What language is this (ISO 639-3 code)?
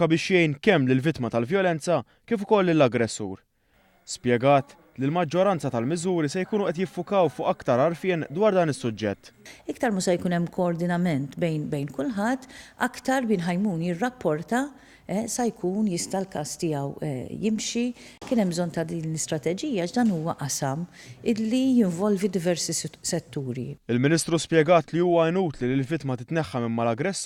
mlt